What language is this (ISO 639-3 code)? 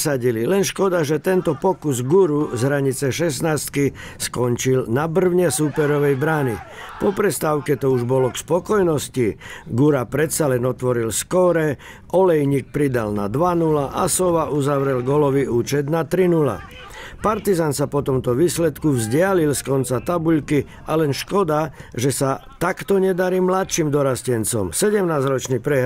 slk